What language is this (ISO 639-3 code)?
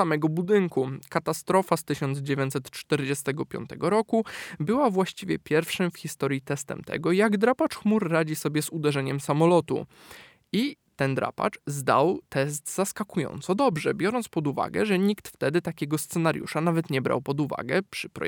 pol